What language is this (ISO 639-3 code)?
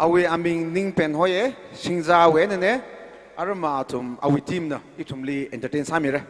nmf